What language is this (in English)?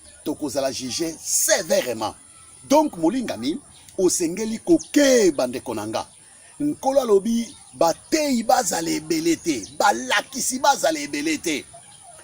Lingala